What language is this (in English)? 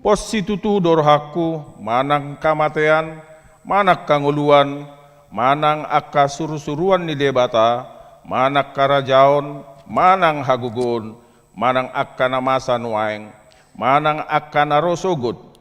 Batak Toba